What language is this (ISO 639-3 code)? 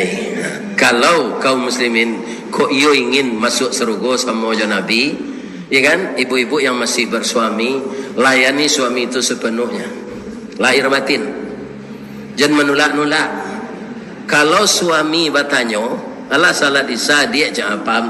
min